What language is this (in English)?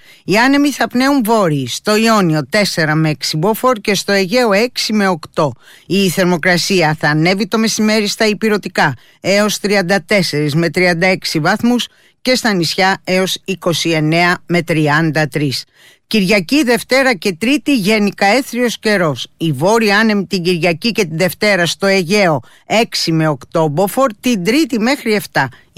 Greek